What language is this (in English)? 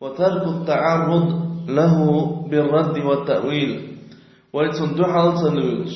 Chechen